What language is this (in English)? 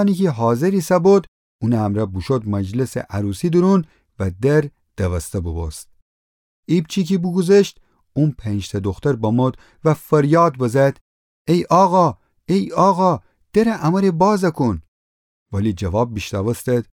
Gilaki